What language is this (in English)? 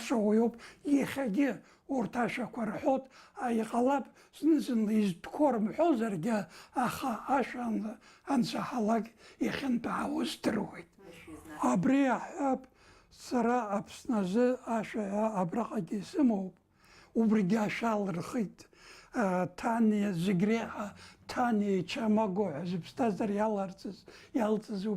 Abkhazian